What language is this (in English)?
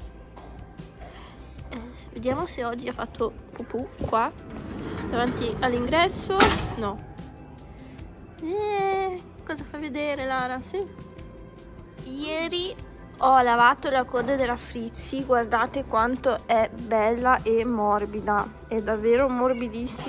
Italian